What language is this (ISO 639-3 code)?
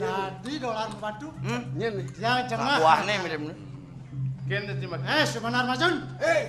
ban